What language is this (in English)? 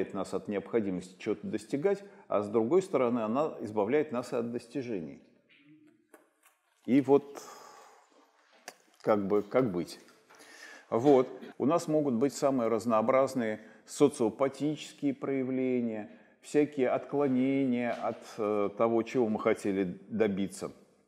Russian